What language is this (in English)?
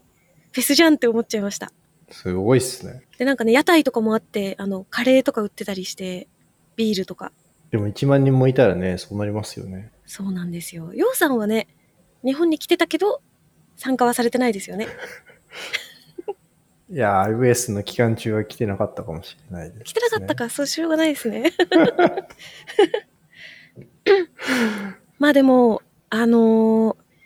Japanese